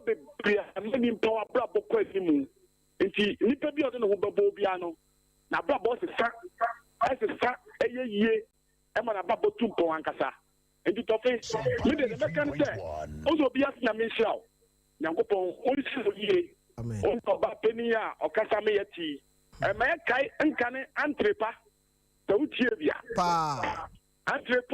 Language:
Akan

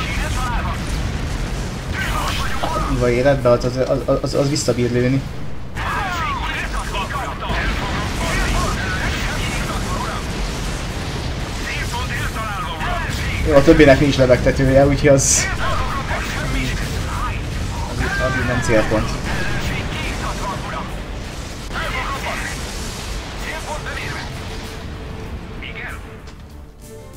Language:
Hungarian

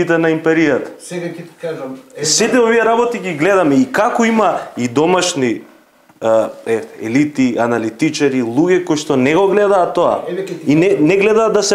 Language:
Macedonian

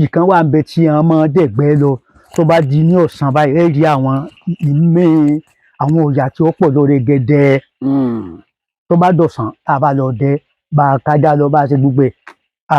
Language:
Yoruba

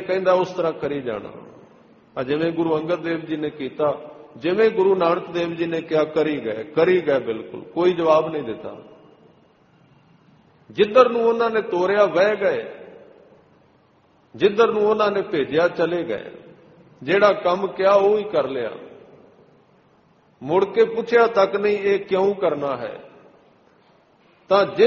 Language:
Punjabi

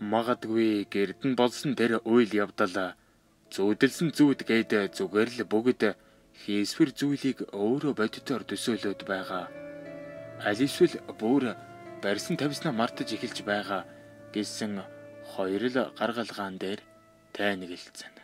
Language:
Mongolian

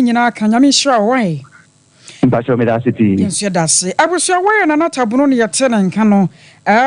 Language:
Akan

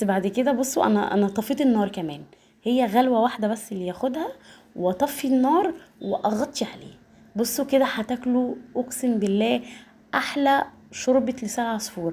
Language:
Egyptian Arabic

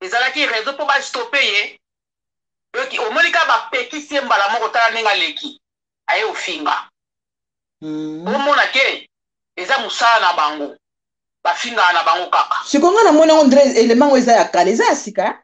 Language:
Lingala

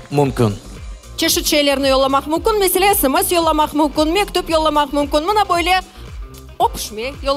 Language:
Crimean Tatar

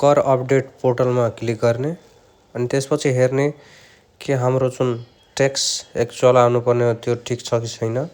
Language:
Nepali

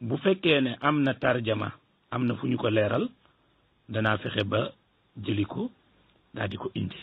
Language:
Wolof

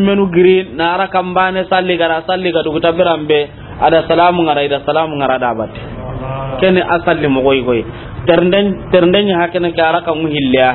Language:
Soninke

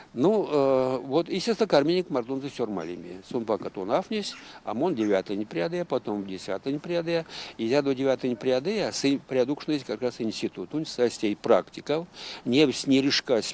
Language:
Erzya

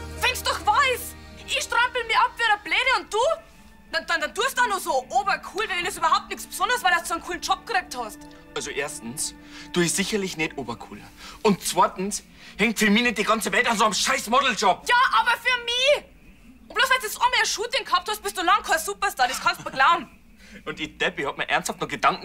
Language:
Bavarian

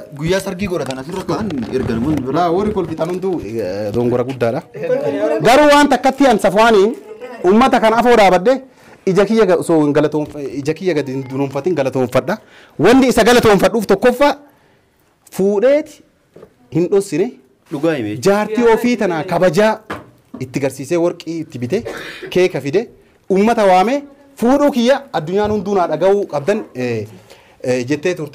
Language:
Oromo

